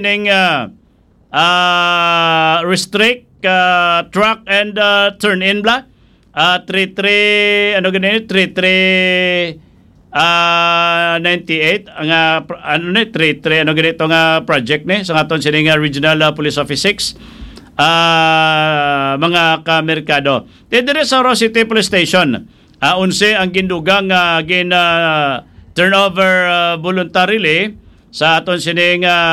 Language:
Hiligaynon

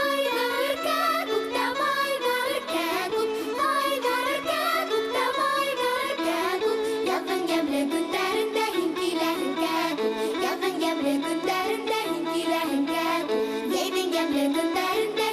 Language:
Bashkir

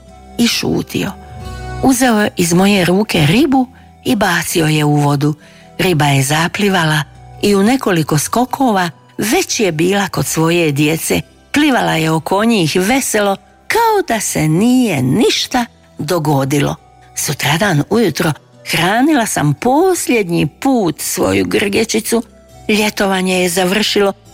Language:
Croatian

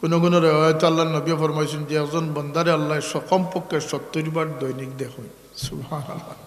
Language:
Sylheti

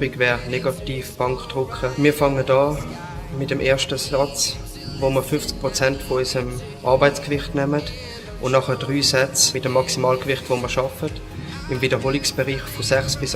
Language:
Swiss German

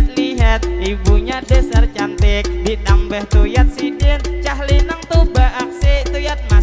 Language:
Banjar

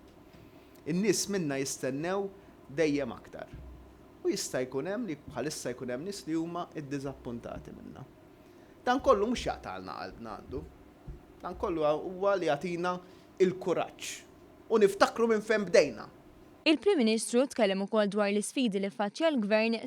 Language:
Maltese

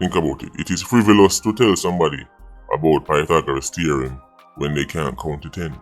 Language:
Jamaican Creole English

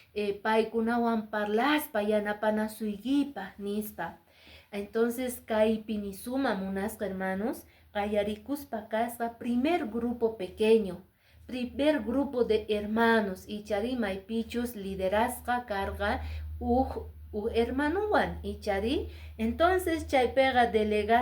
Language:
Quechua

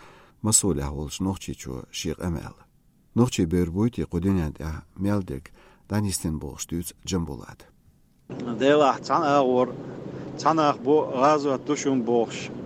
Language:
Chechen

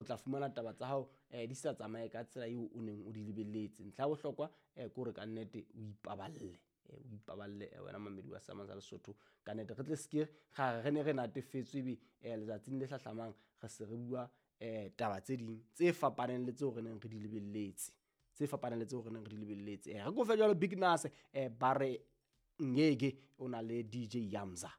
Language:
Southern Sotho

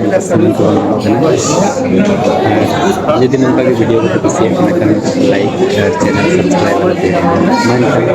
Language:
Santali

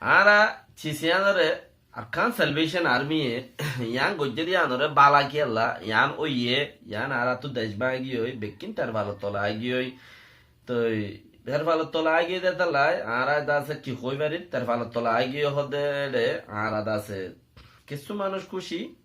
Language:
Rohingya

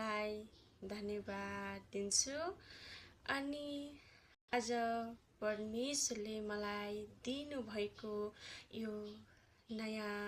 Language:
Nepali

